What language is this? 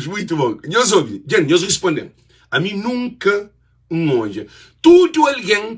Kabuverdianu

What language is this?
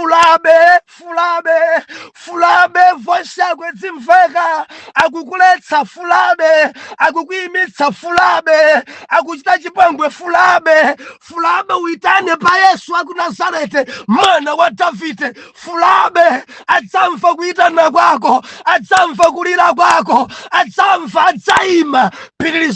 Nyanja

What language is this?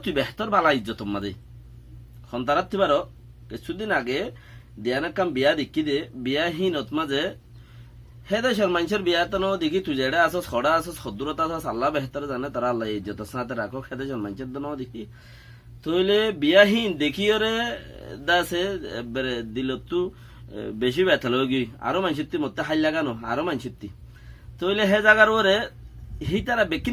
Rohingya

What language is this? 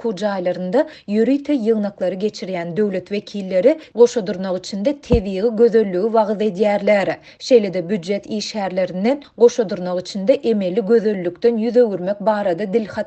Turkmen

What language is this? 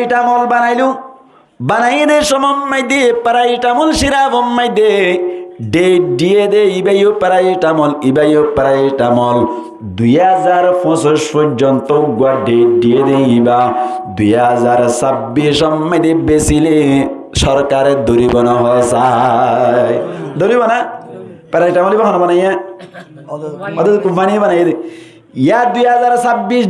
Rohingya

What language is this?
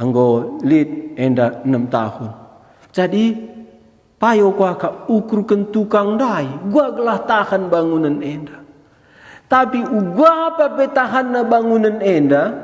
Batak Karo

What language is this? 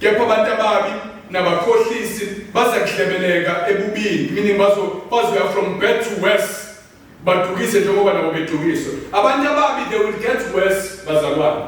Zulu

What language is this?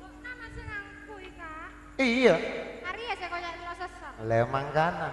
Madurese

